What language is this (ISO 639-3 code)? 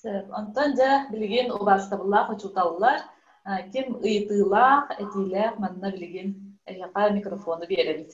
sah